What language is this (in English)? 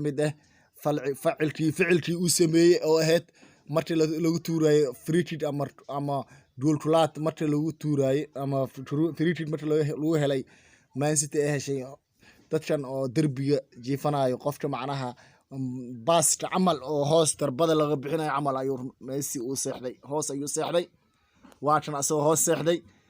Somali